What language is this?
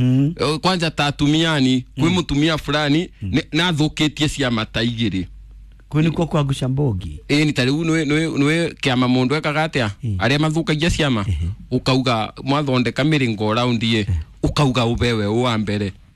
Kikuyu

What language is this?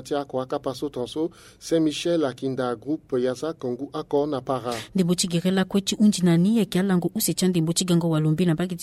Sango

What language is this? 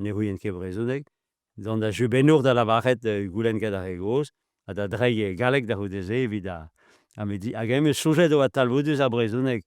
Breton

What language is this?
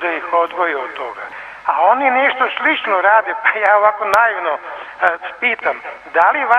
Serbian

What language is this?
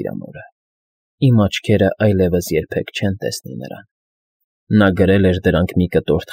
Armenian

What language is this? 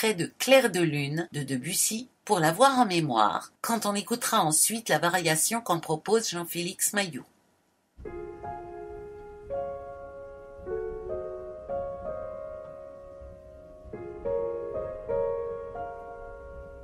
French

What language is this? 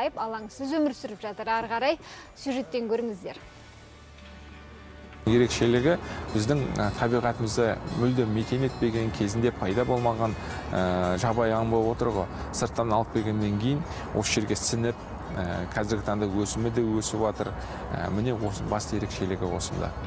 Kazakh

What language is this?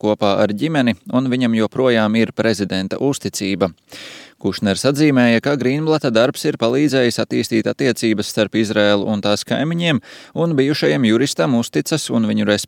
Latvian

